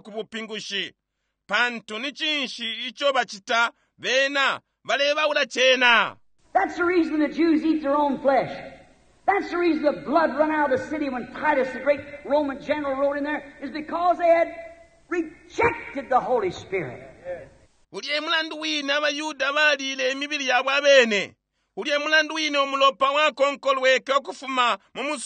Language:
Bemba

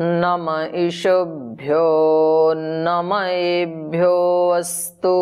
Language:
Sanskrit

